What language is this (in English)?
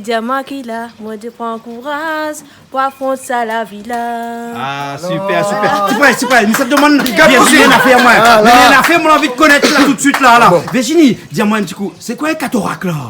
Réunion Creole French